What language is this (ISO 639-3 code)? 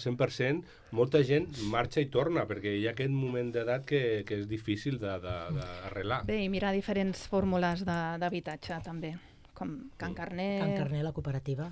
cat